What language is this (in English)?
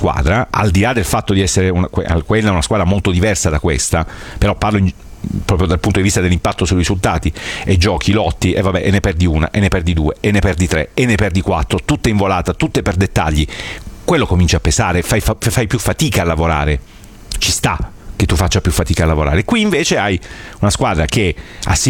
Italian